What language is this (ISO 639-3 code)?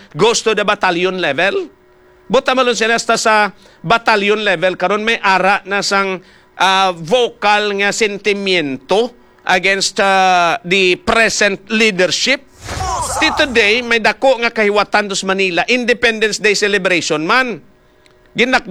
hil